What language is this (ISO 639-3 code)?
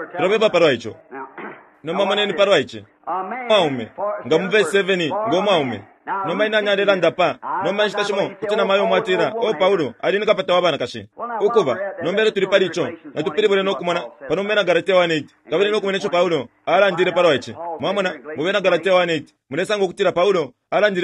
bem